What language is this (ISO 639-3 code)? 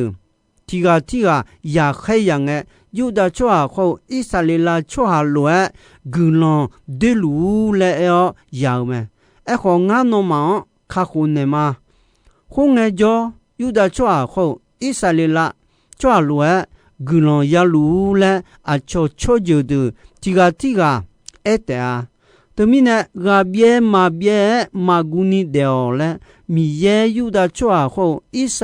ahk